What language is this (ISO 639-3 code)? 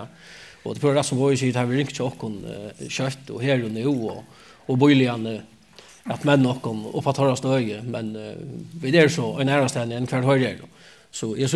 fao